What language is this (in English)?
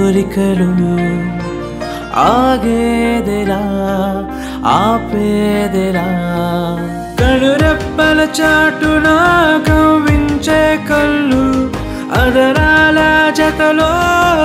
Telugu